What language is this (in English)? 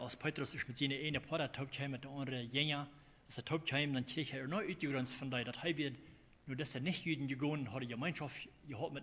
Plautdietsch